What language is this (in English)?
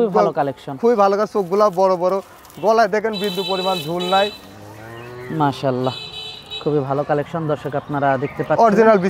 Bangla